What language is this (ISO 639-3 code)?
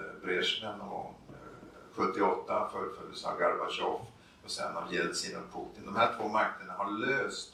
swe